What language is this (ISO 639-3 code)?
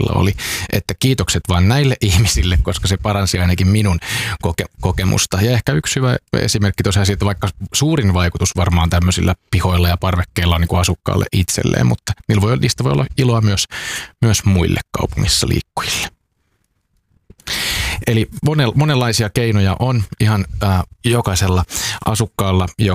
fin